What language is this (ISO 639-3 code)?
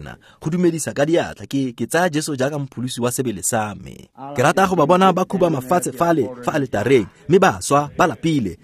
tsn